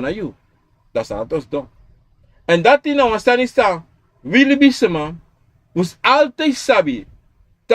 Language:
Sranan Tongo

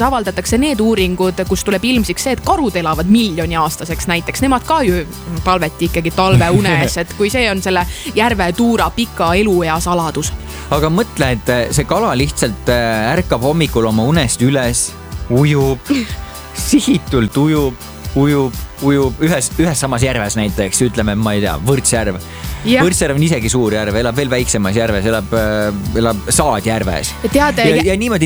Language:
Estonian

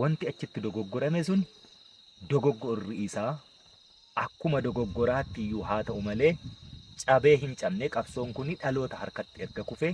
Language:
Oromo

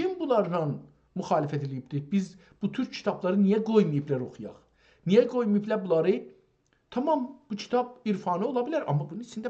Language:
South Azerbaijani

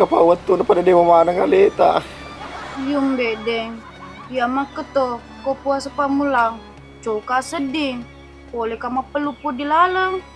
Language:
Buginese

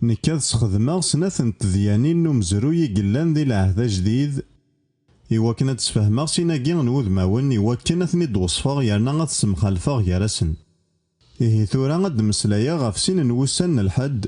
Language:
Kabyle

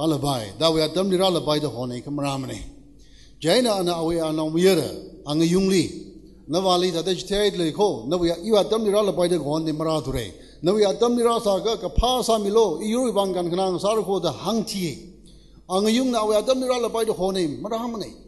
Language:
Tangkhul Naga (India)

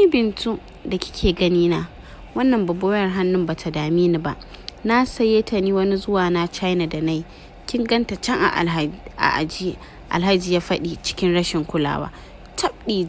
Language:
Hausa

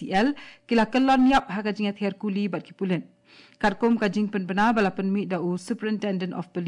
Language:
Khasi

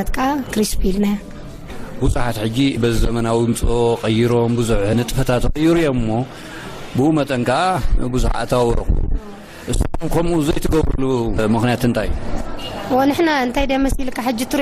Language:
Tigrinya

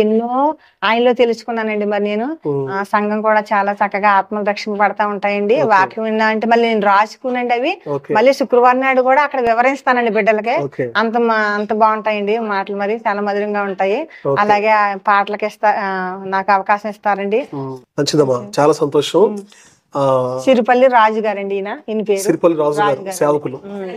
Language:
Telugu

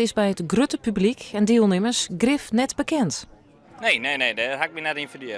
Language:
Western Frisian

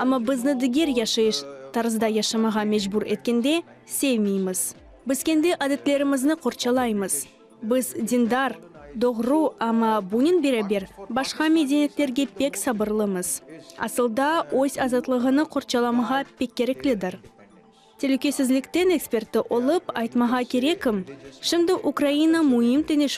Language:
Crimean Tatar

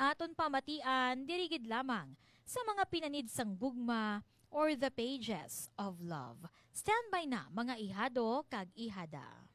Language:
Hiligaynon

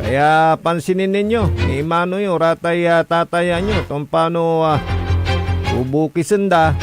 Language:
Pangasinan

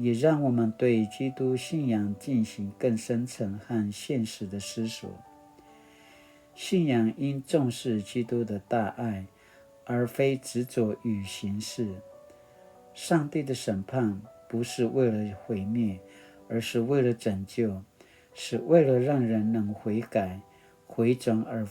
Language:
Paiwan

